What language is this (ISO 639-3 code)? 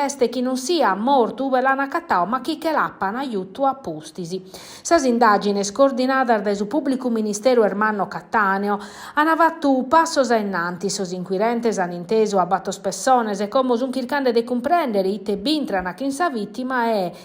srd